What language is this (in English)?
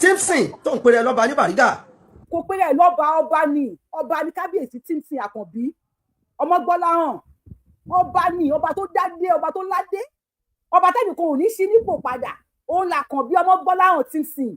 Yoruba